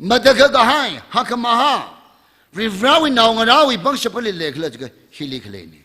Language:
Tangkhul Naga (India)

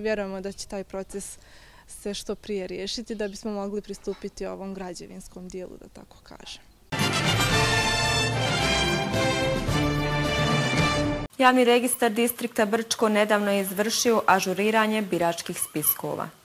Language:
Bosnian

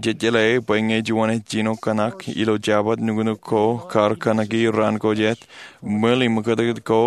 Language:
Marshallese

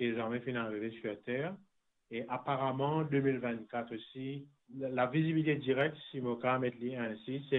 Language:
Morisyen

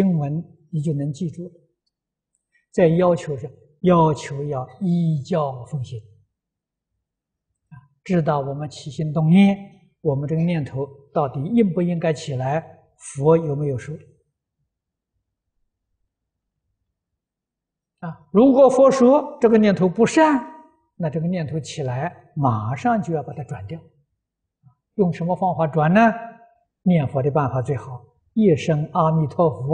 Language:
Chinese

